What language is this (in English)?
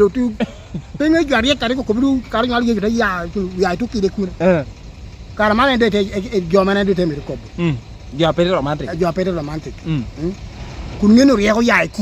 Lango (Uganda)